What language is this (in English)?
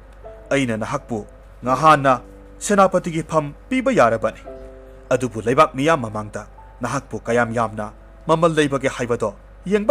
Manipuri